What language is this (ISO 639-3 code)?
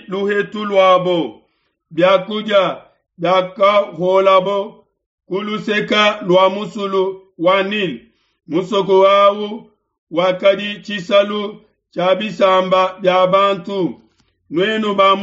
lua